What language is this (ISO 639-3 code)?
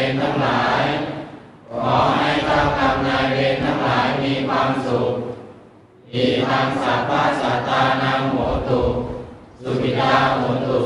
pli